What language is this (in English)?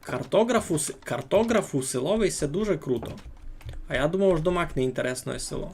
Rusyn